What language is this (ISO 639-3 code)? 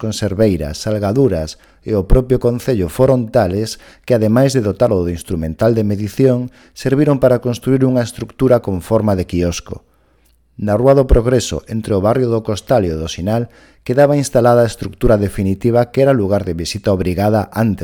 glg